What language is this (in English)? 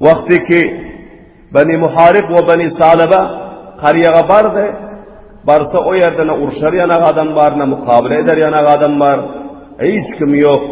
Turkmen